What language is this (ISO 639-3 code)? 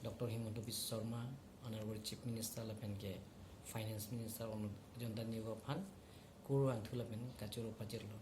mjw